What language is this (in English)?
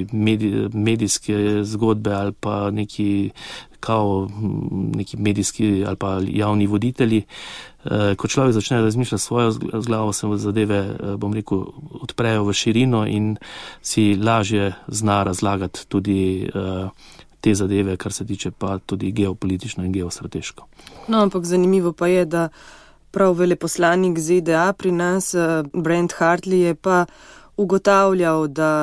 Slovenian